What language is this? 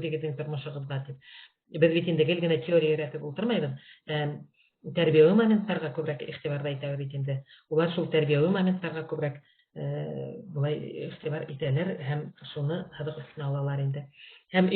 Bashkir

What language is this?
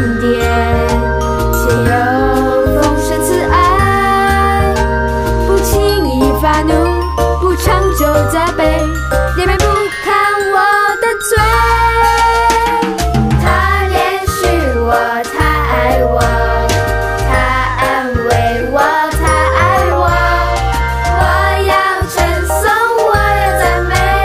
Chinese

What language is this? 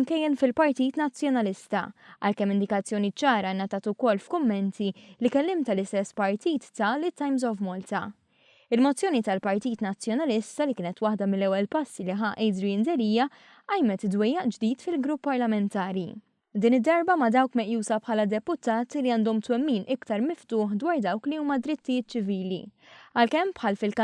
Maltese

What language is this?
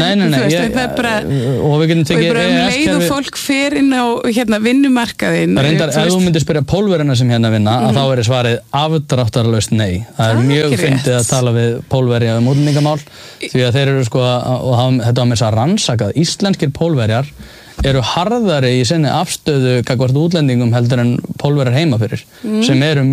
Icelandic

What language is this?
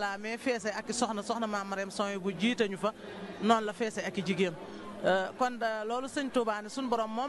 Wolof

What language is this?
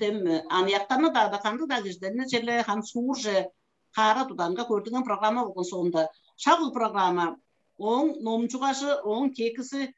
Tuvinian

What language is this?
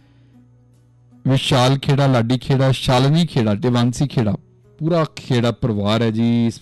Punjabi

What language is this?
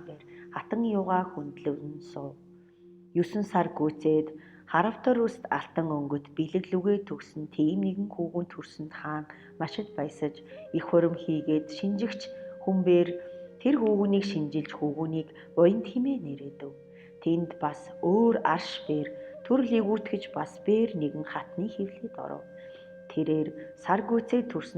Mongolian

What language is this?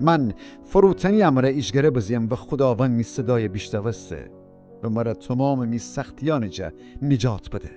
Gilaki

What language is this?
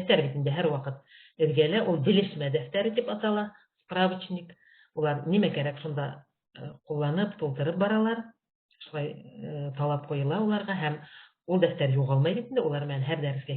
Bashkir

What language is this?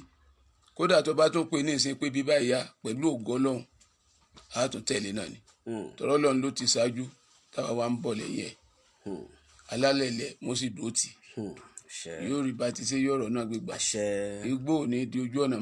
Yoruba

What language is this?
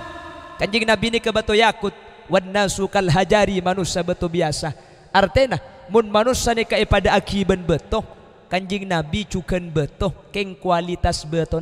Madurese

